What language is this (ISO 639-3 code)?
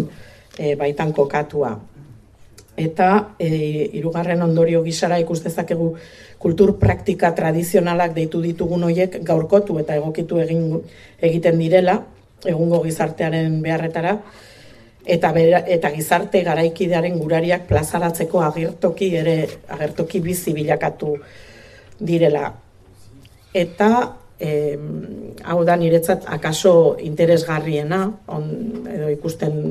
eus